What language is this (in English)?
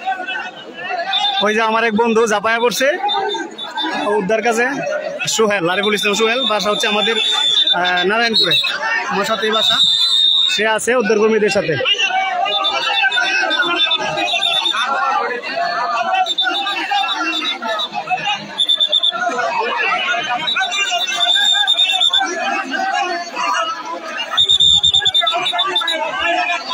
Bangla